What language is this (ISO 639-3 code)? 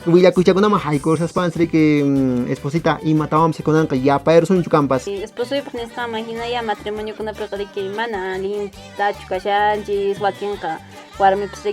que